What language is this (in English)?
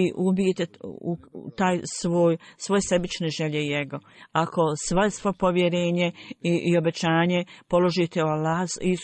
Bosnian